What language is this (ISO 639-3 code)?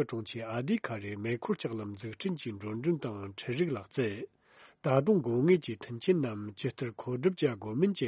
bod